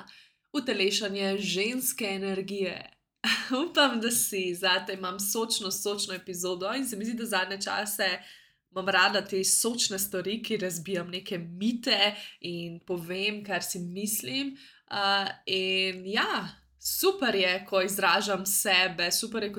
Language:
Slovenian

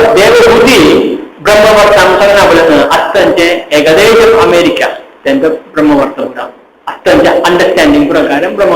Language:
Konkani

